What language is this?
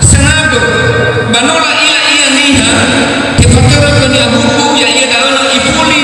Nias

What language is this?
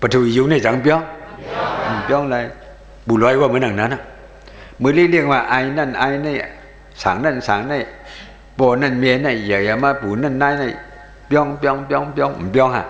Shan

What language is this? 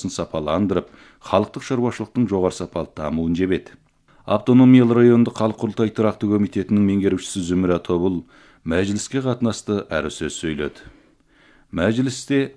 Kazakh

